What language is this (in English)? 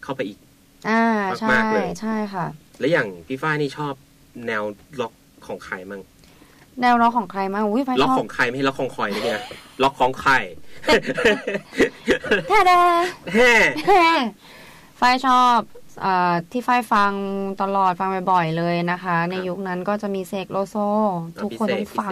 Thai